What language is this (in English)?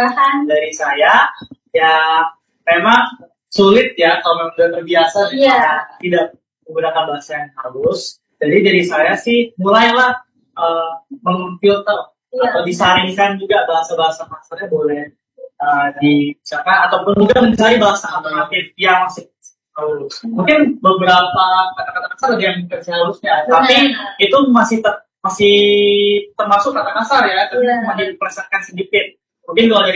Indonesian